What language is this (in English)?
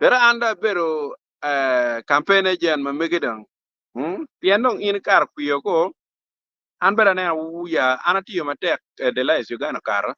Acoli